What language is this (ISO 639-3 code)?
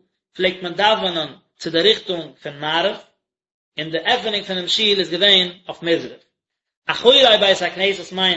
yid